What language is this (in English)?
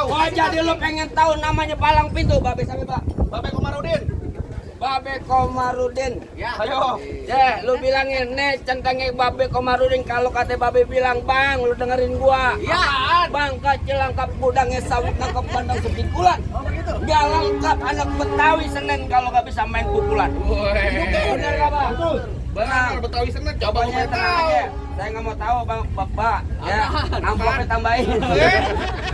Betawi